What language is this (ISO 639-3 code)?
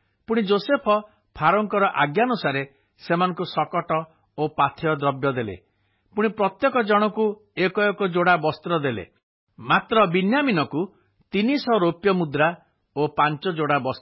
ori